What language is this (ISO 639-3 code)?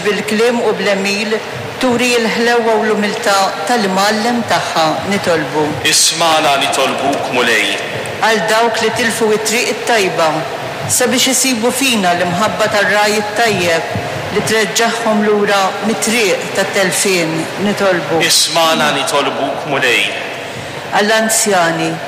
mlt